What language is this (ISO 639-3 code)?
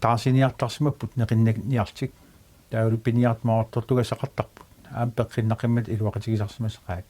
kal